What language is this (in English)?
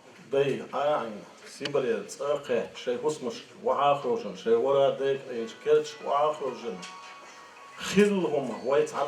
Chechen